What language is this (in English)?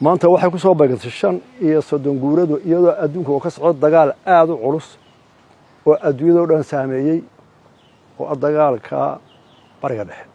Somali